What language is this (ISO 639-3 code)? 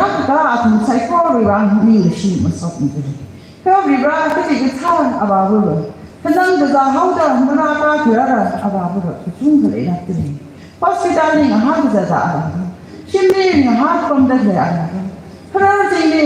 nmf